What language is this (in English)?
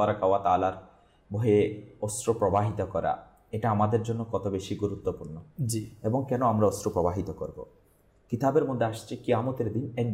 Bangla